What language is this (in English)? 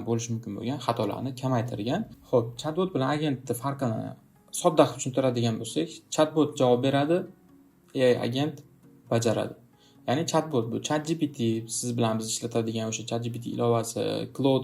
Uzbek